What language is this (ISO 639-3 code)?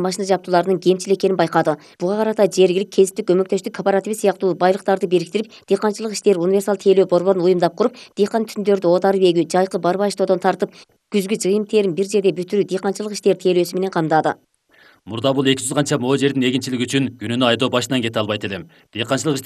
kir